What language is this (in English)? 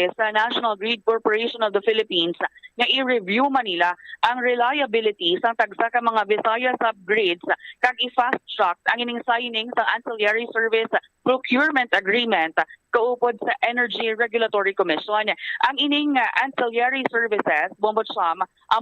Hiligaynon